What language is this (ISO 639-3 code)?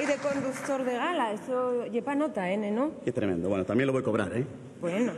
ast